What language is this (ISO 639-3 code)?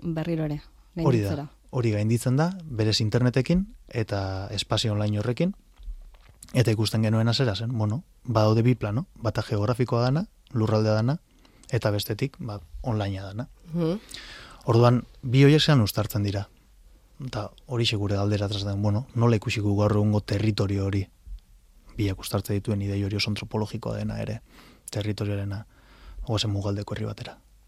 eus